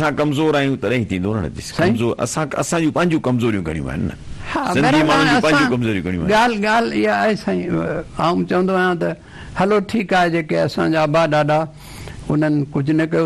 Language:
Sindhi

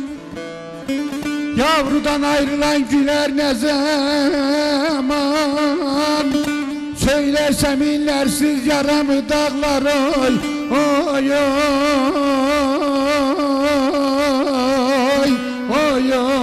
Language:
Turkish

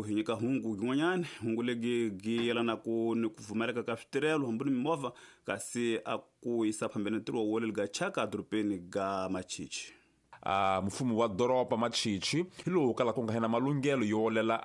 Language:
Tsonga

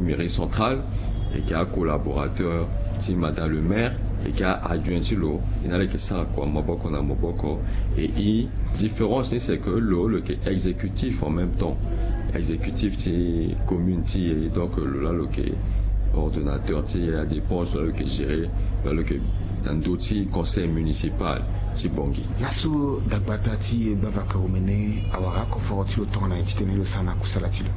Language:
Sango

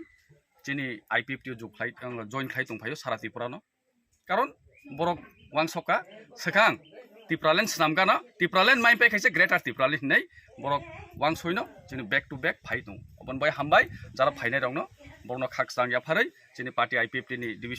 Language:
Kok Borok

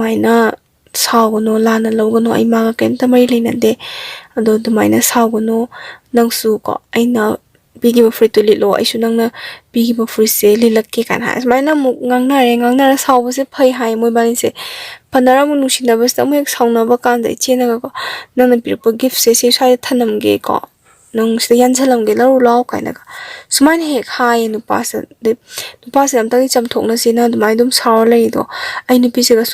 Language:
Manipuri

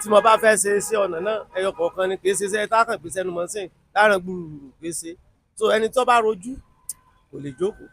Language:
Yoruba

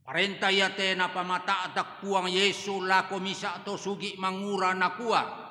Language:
Toraja-Sa'dan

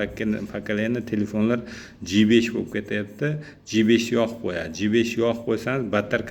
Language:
Uzbek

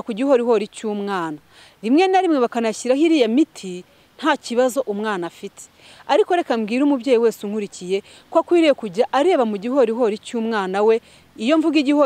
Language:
Kinyarwanda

